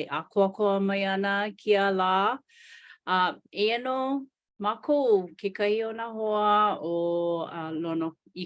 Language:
Hawaiian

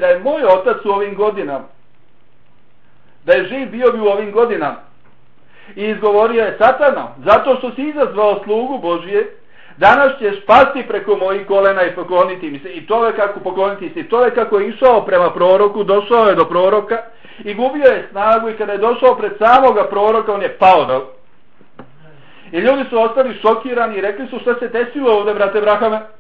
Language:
Bosnian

